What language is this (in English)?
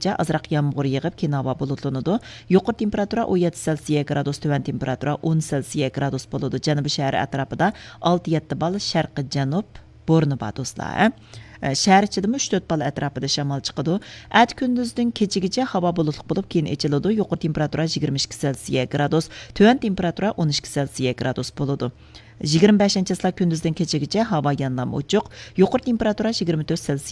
Uyghur